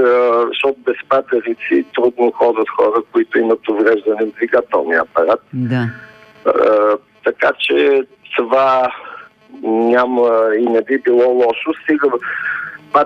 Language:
Bulgarian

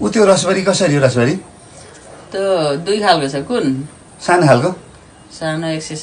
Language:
Nepali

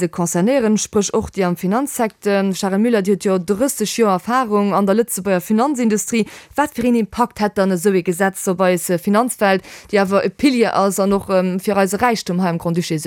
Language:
Luxembourgish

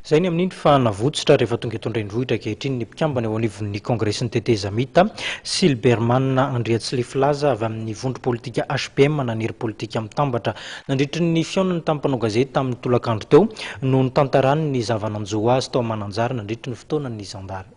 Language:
Malagasy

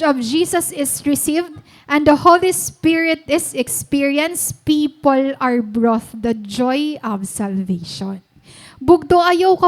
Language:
Waray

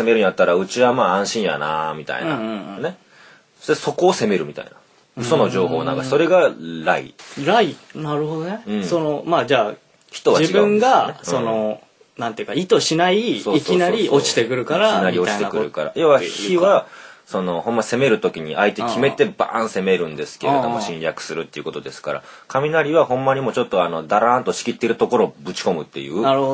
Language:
Japanese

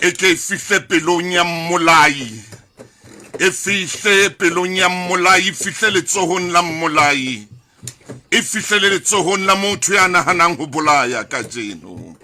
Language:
Southern Sotho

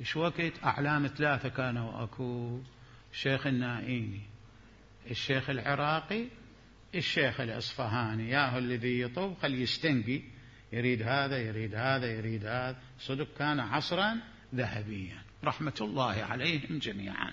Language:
Mesopotamian Arabic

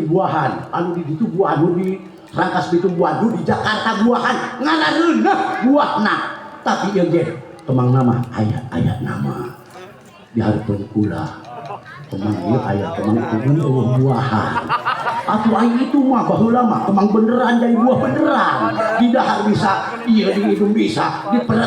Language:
Sundanese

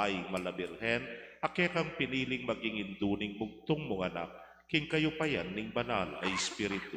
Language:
Pampanga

